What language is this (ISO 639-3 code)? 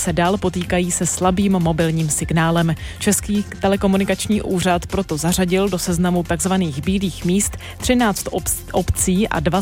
ces